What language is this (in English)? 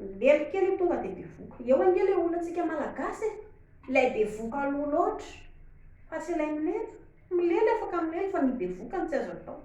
Malagasy